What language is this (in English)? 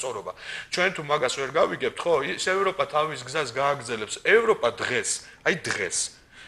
Georgian